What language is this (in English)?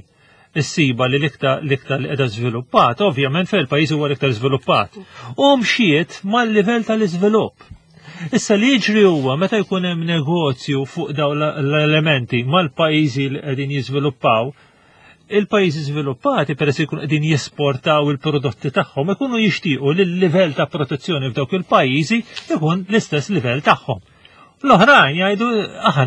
Maltese